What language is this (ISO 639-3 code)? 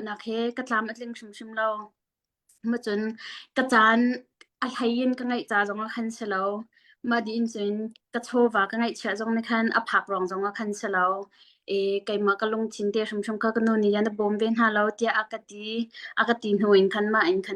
cnh